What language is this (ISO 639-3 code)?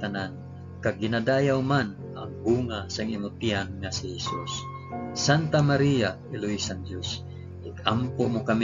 hil